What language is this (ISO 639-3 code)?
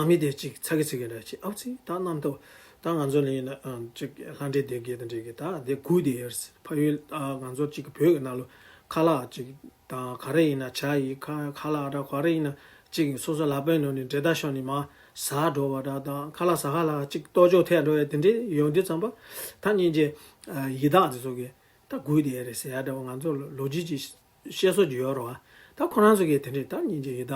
bod